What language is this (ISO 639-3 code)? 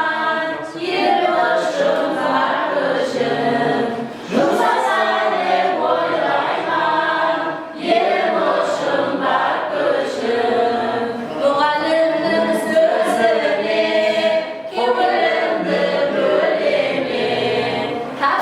kaa